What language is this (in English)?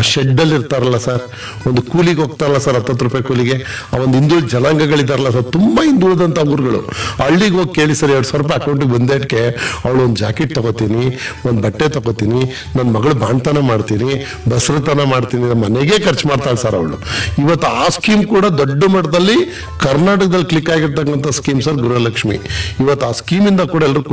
Kannada